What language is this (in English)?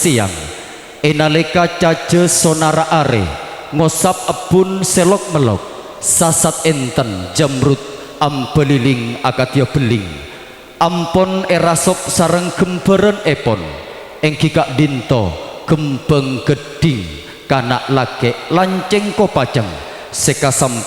Madurese